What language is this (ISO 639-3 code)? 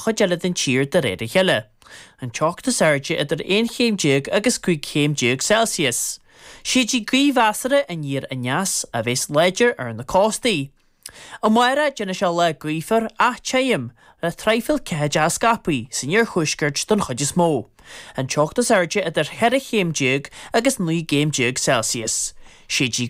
gle